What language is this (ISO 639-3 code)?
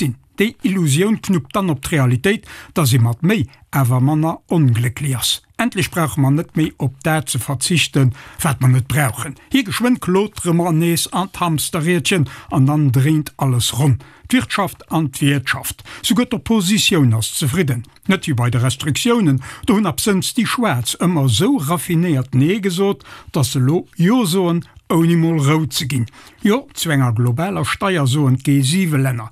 ltz